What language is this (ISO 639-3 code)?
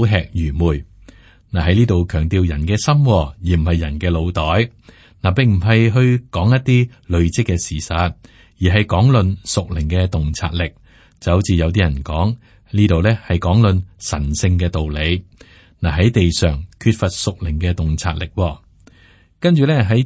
yue